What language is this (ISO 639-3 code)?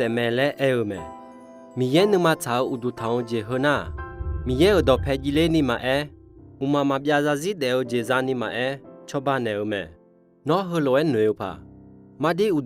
ahk